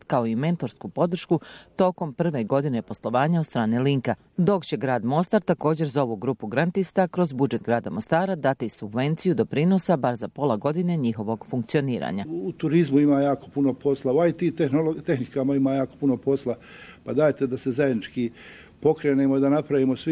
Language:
Bosnian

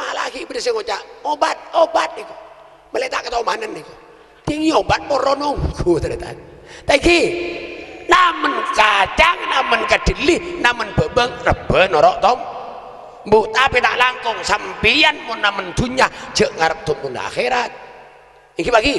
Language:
Madurese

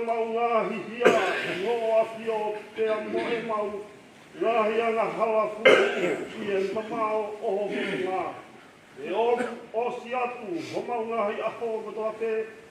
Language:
Tongan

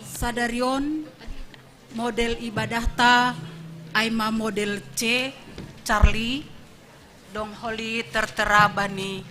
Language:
Batak Simalungun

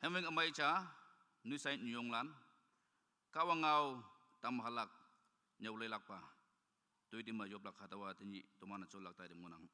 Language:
Naga Pidgin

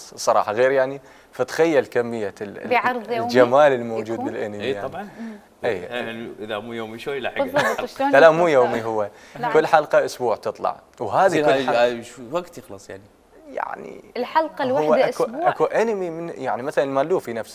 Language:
Mesopotamian Arabic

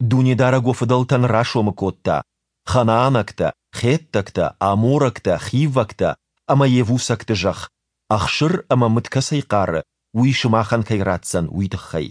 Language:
Ossetic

